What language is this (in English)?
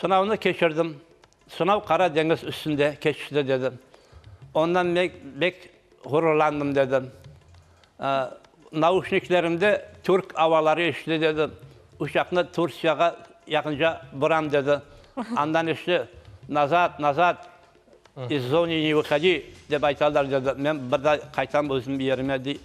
Crimean Tatar